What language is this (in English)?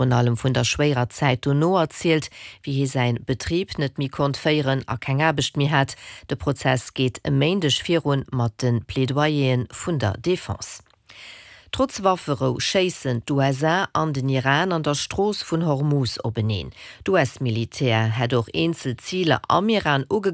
Luxembourgish